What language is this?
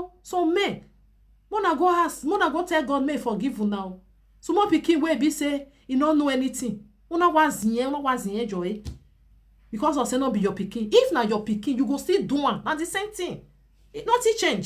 Nigerian Pidgin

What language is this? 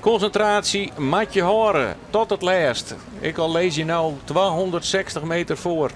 Western Frisian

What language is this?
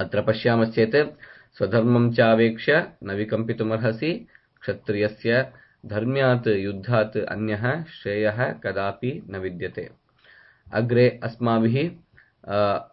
Sanskrit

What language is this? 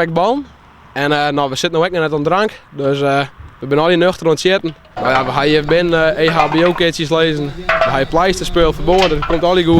Western Frisian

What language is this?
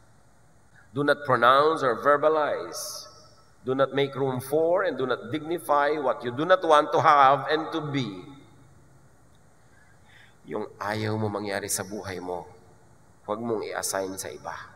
Filipino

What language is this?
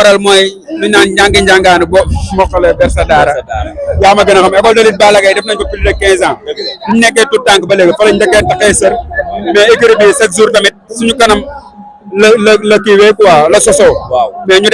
Wolof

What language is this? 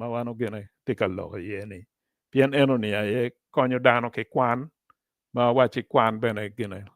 Acoli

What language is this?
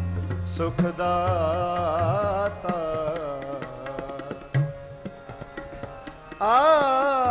Punjabi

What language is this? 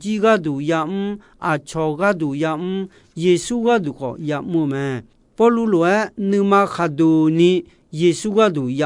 Akha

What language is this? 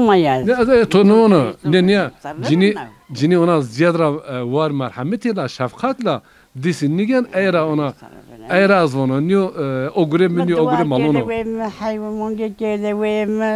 Zaza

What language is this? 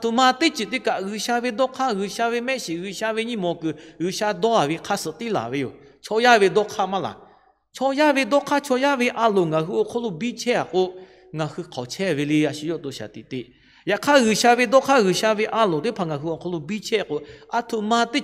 Lahu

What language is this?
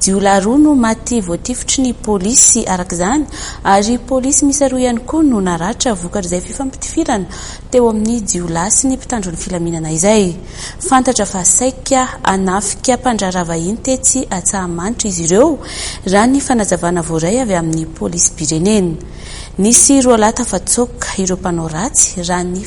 Malagasy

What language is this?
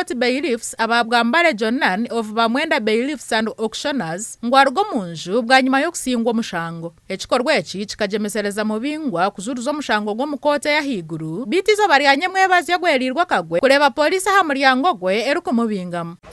Nyankole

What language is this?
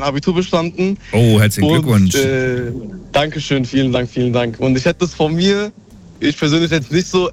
German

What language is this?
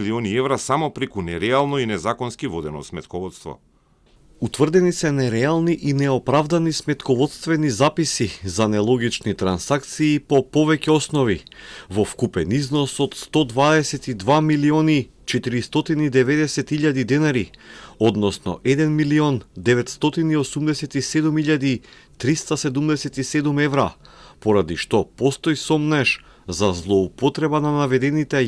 Macedonian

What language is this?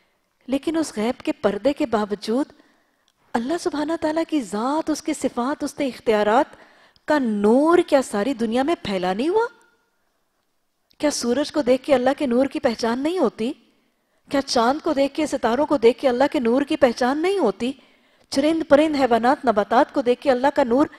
Urdu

